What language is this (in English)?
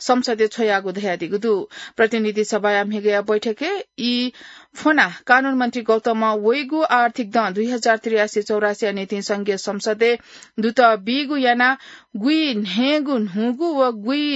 Newari